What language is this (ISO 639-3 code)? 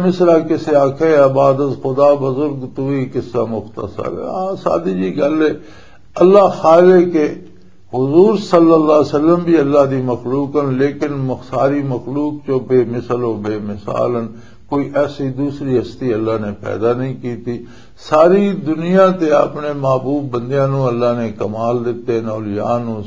lah